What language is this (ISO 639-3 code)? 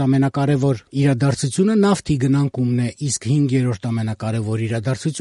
hye